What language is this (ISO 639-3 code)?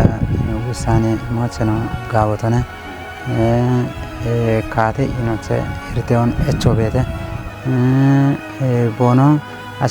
kbr